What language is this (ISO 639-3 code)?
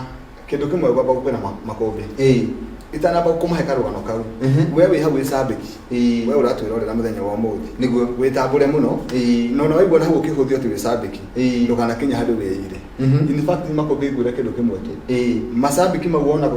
kik